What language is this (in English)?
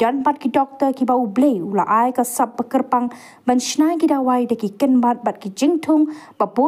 Khasi